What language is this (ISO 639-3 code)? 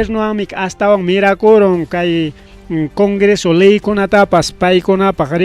quy